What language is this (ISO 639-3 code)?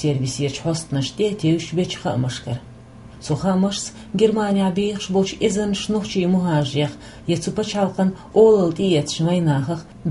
che